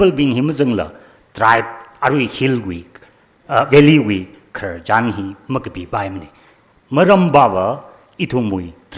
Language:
Tangkhul Naga (India)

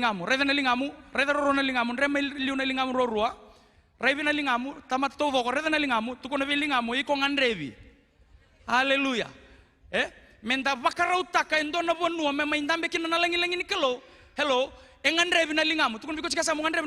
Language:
Fijian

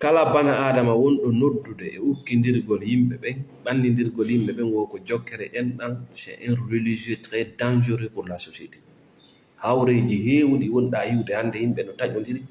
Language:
Fula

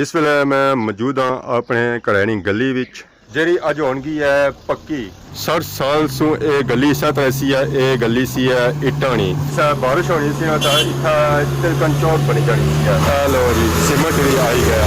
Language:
Pahari-Potwari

